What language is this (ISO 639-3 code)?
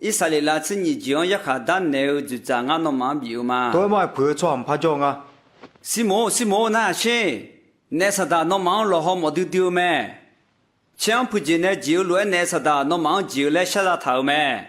ahk